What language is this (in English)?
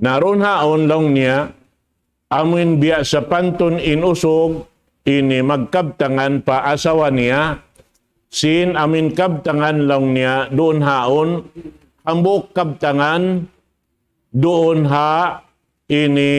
Tausug